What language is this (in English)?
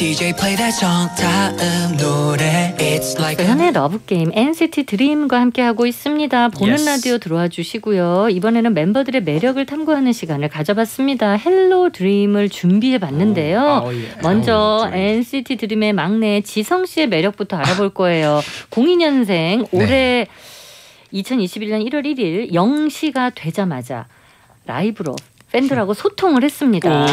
Korean